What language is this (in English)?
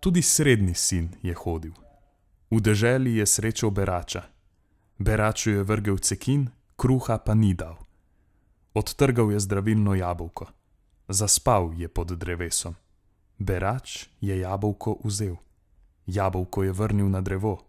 Slovenian